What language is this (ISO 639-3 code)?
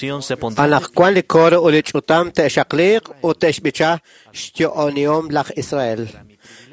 kek